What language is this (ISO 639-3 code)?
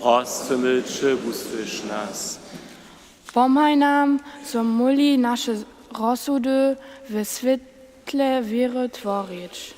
hsb